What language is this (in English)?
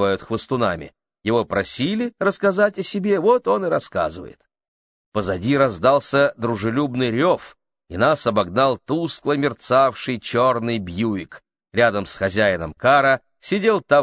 Russian